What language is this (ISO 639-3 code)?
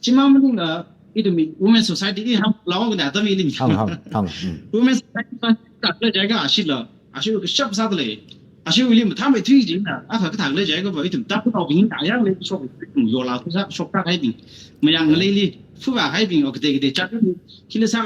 nmf